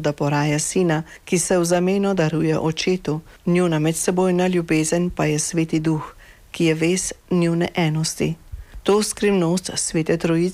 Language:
Slovenian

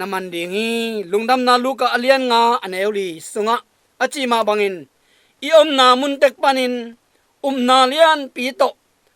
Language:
Tedim Chin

